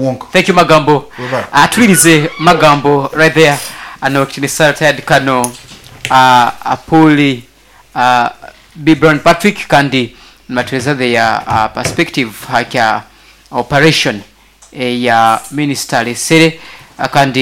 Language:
Nyoro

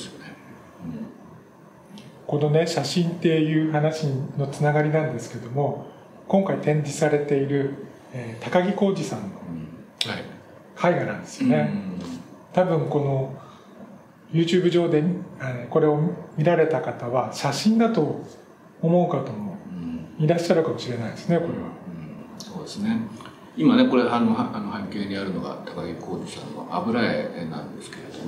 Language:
Japanese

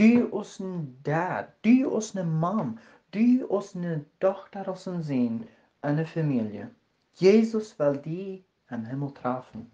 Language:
Plautdietsch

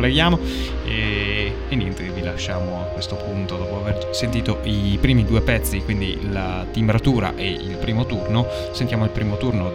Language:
Italian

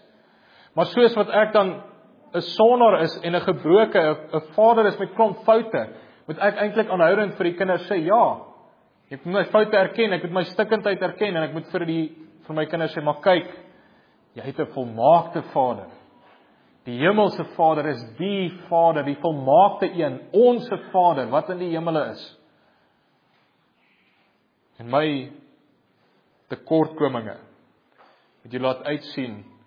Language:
Afrikaans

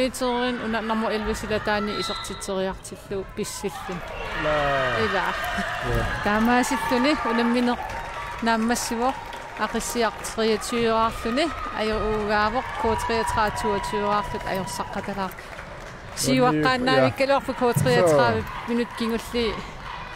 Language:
Kalaallisut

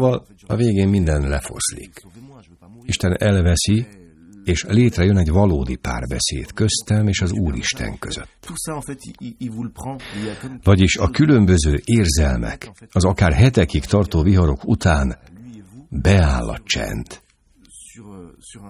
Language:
Hungarian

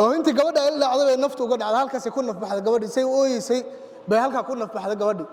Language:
Somali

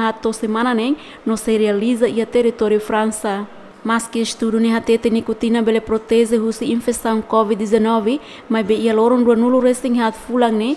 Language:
Tetum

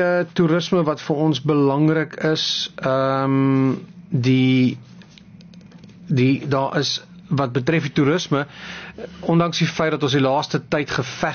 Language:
Afrikaans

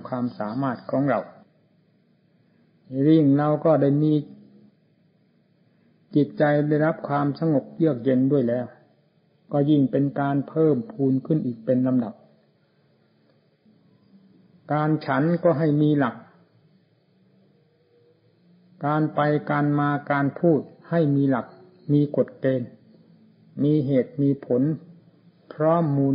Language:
Thai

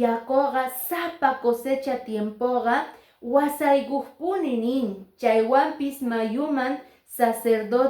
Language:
Quechua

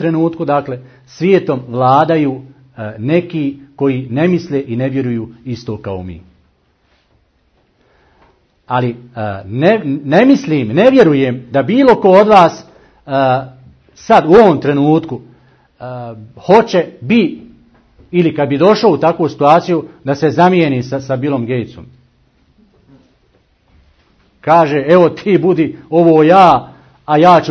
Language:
Bosnian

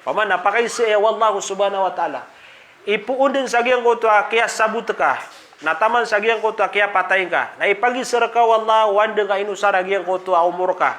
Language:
Maranao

